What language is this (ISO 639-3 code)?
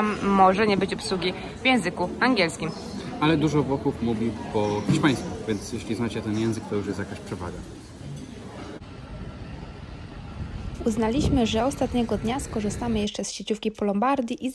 pol